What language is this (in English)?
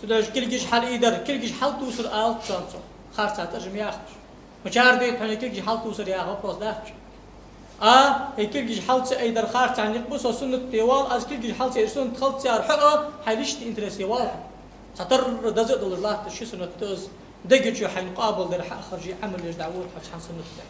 Ingush